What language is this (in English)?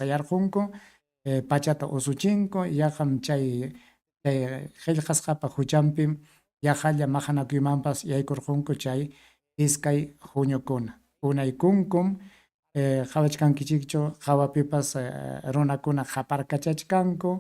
Ayacucho Quechua